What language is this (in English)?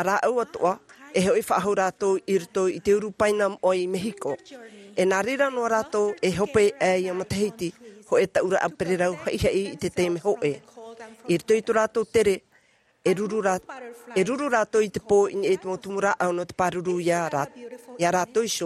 Tahitian